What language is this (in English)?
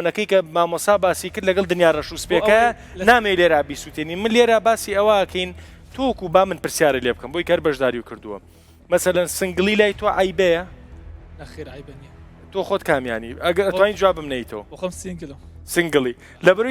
Central Kurdish